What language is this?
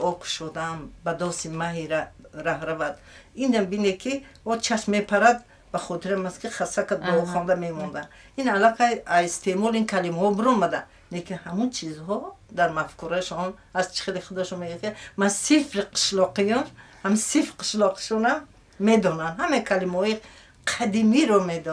Tajik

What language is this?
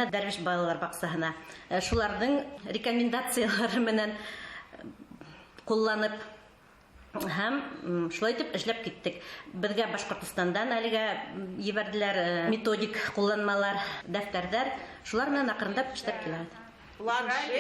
Bashkir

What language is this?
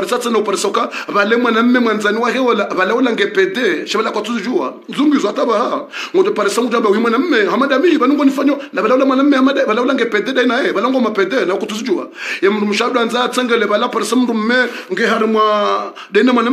Swahili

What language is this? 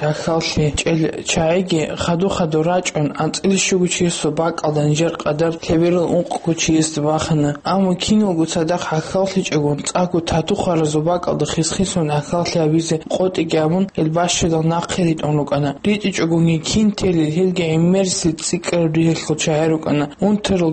Avaric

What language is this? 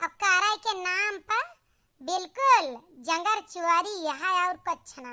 Awadhi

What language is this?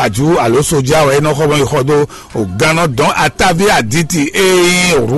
Fon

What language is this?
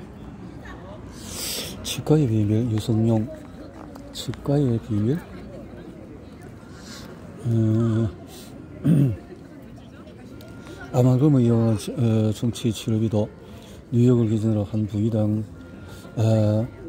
Korean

